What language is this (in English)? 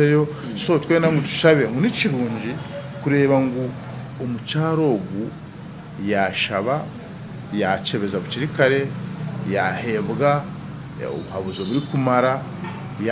Nyankole